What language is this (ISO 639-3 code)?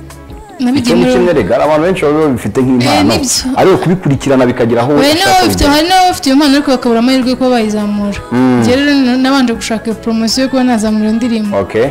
kin